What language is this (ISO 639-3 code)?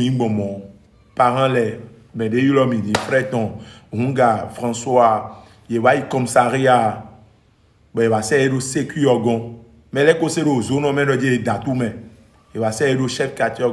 fon